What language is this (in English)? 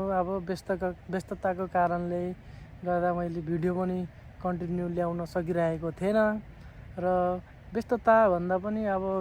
Nepali